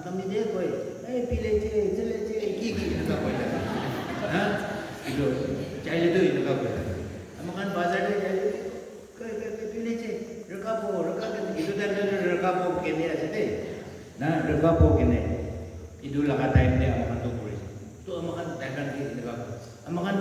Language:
Naga Pidgin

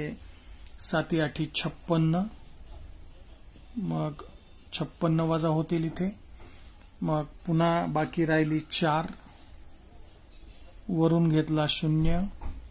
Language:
Marathi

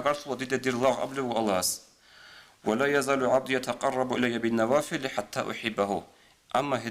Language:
Avaric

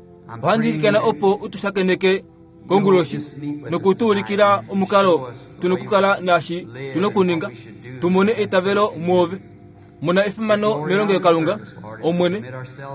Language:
Kuanyama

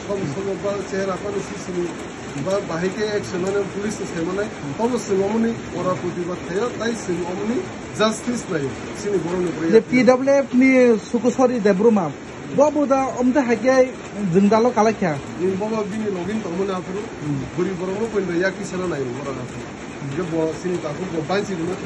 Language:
Kok Borok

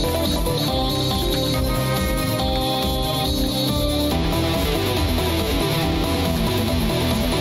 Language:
Russian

